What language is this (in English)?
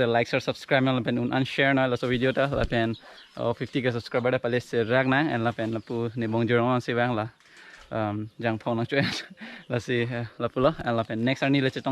Karbi